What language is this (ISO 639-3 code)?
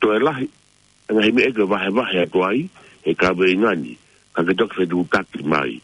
ton